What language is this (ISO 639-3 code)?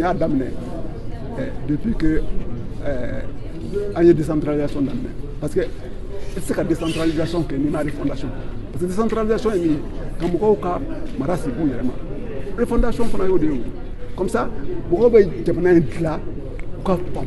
bam